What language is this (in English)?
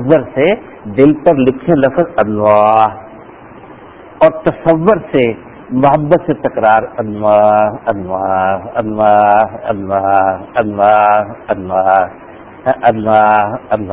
Urdu